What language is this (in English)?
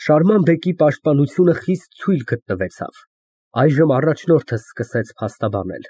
Armenian